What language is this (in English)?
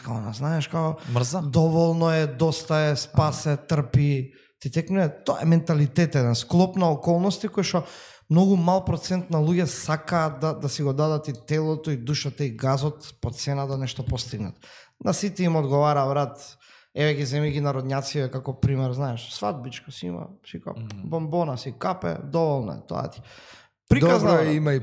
Macedonian